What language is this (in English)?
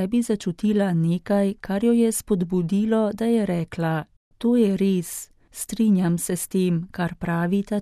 Slovenian